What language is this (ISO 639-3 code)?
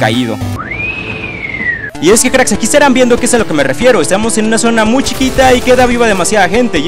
spa